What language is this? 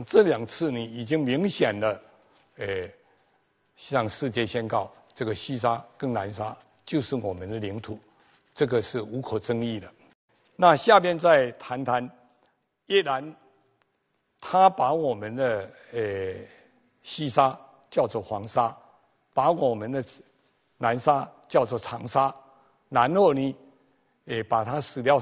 Chinese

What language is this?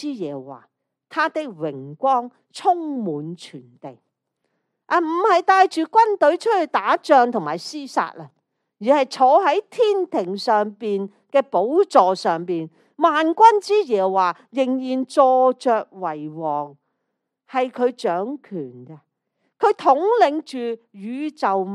Cantonese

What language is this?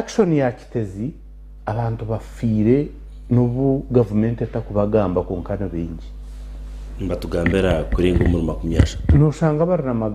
Nyankole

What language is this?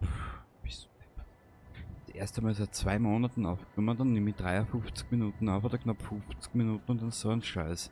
Bavarian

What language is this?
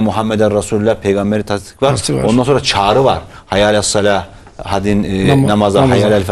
Turkish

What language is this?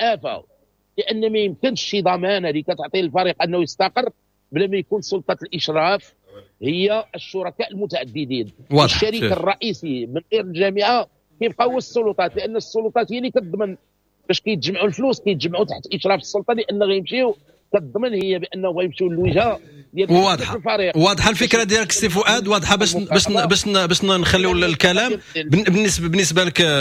Moroccan Arabic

